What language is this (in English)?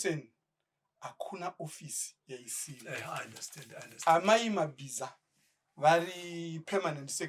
Shona